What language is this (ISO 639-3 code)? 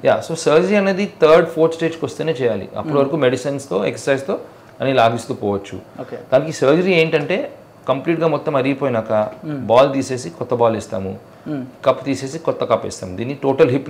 tel